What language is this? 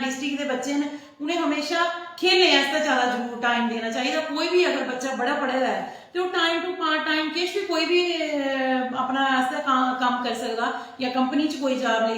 Dogri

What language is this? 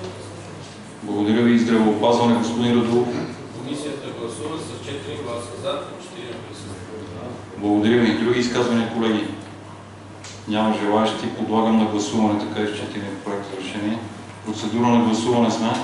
Bulgarian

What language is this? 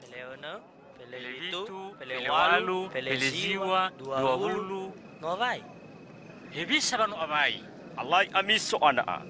Nias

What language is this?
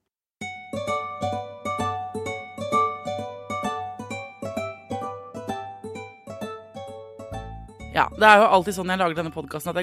Norwegian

